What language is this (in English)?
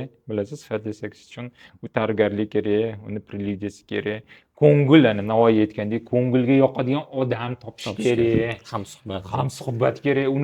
Uzbek